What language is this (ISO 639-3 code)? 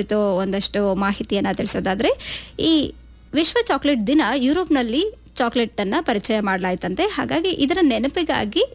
kan